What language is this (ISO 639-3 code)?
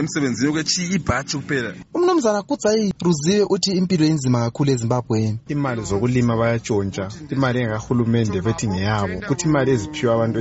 nde